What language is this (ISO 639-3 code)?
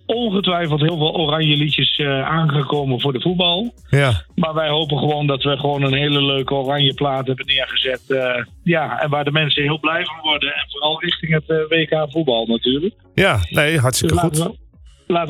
nld